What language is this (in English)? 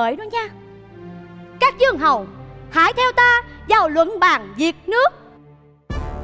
Vietnamese